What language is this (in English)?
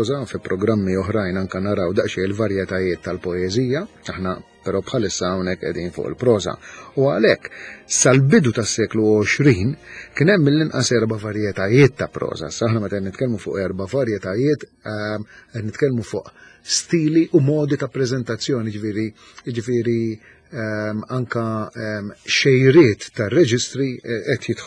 Maltese